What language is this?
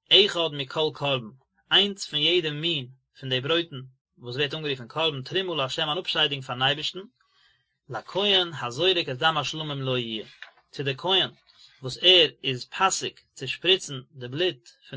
Yiddish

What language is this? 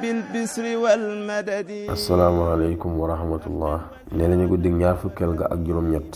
Wolof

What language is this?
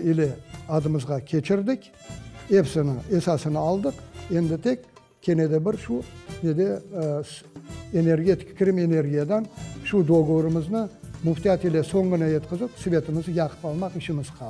Crimean Tatar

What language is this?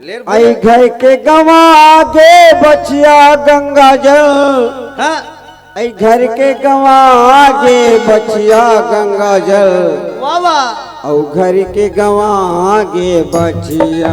Chhattisgarhi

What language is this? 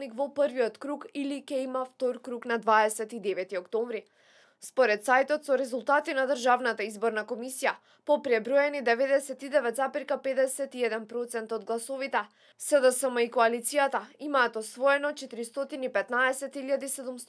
Macedonian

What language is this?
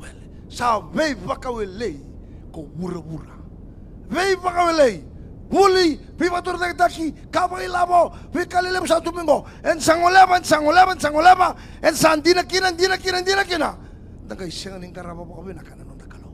Fijian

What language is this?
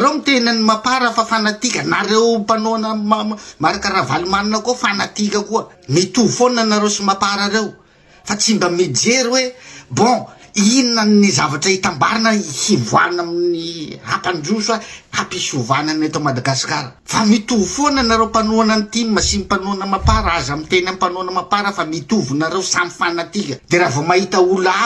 Malagasy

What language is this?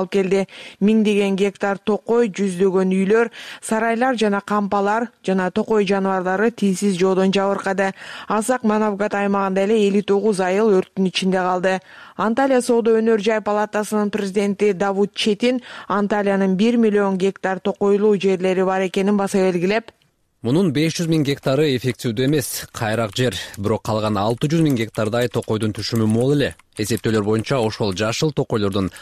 Kyrgyz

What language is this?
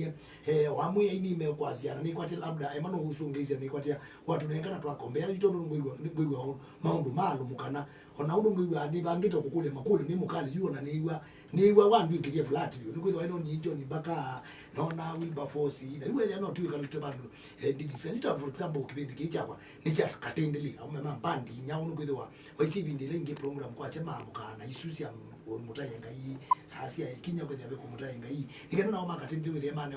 Kamba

